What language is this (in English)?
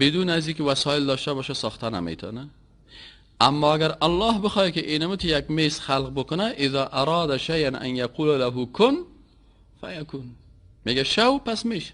Persian